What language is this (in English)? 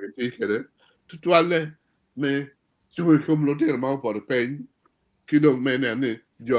Acoli